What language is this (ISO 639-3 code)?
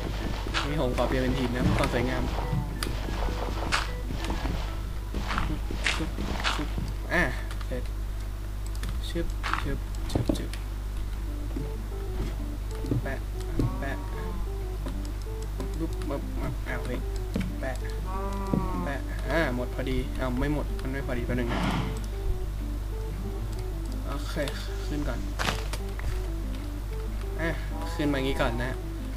tha